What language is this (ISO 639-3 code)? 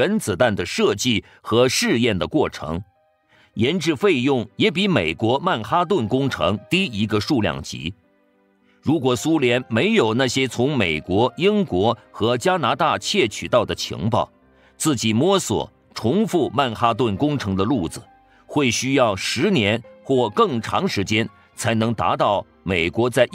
zho